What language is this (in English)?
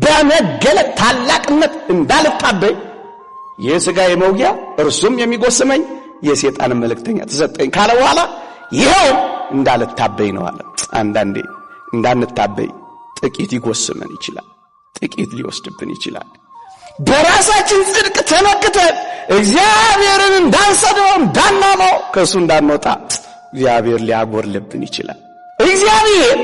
Amharic